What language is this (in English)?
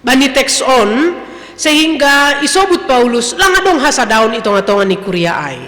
Batak Simalungun